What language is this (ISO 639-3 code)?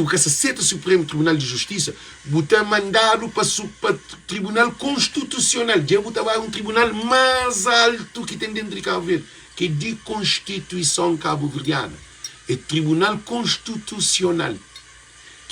kea